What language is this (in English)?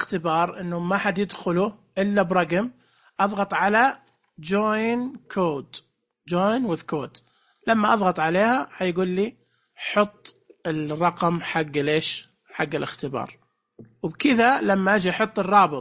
Najdi Arabic